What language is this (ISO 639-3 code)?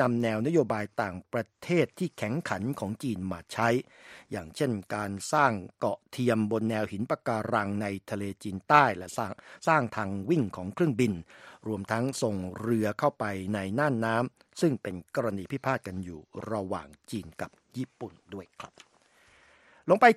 tha